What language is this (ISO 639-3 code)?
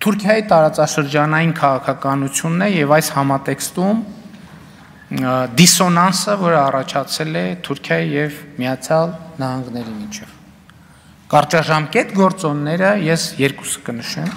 hye